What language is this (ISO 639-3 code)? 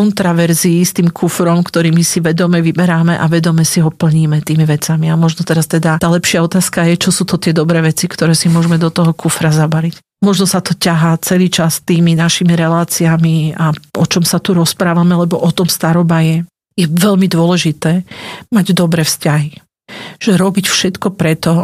slk